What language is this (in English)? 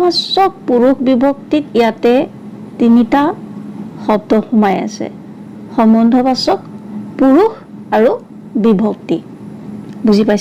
Assamese